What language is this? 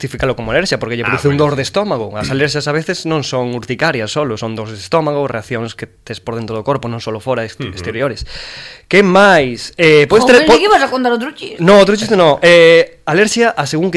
Galician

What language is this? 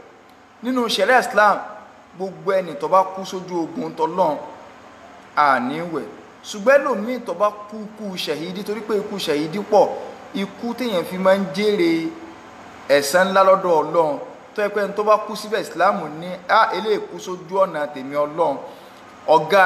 Yoruba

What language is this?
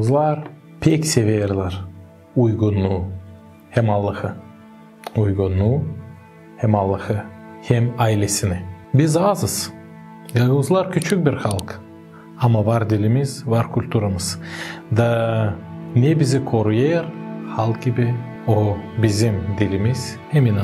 Gagauz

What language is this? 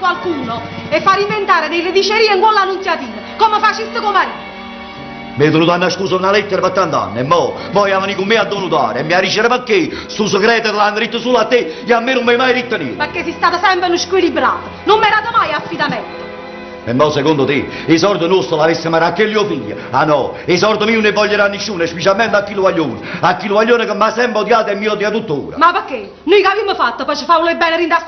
Neapolitan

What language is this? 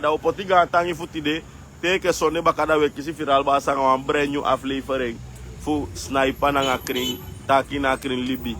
Sranan Tongo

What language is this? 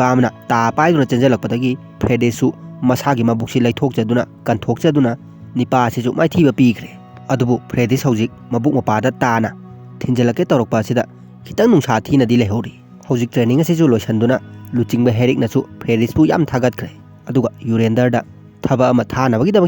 Manipuri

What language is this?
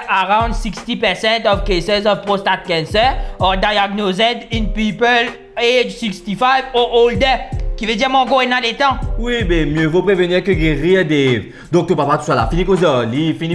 Morisyen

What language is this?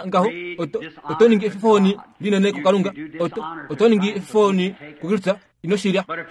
Kuanyama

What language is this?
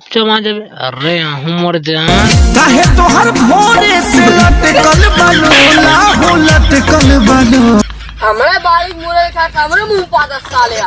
Chhattisgarhi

